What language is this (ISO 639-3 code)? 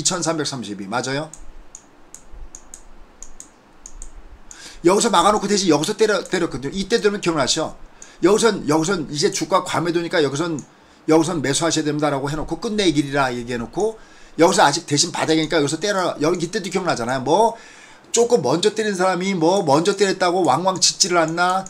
kor